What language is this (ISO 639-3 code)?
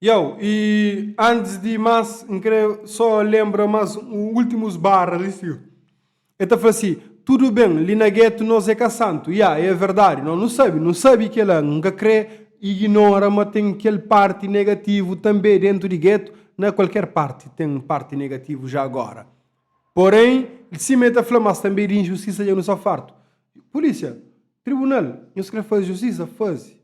kea